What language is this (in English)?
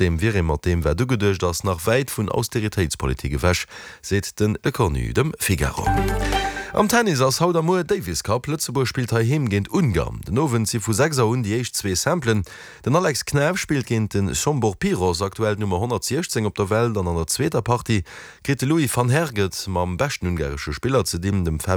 Luxembourgish